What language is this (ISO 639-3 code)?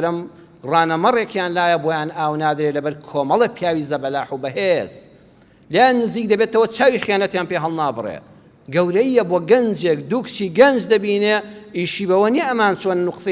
ckb